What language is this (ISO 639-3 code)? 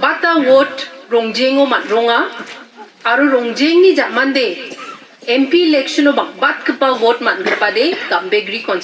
grt